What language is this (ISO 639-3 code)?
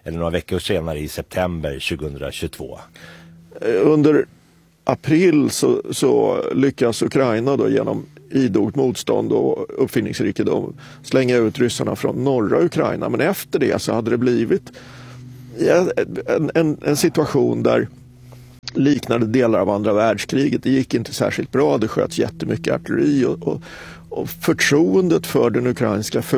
swe